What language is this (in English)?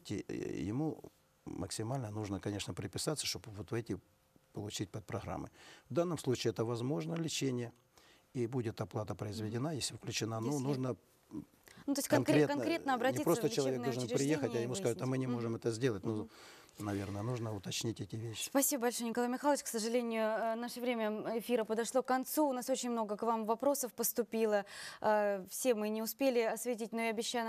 Russian